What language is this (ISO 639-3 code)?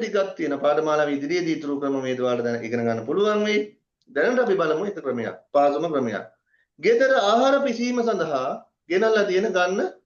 sin